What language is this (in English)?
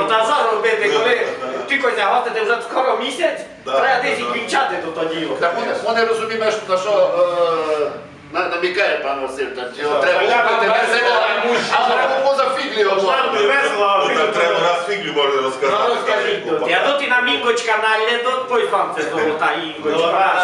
Rusyn